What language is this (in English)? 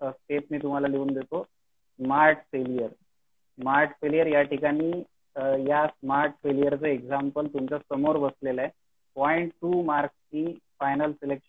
Marathi